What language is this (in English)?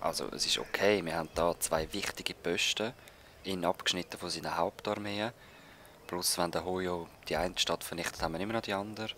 Swiss German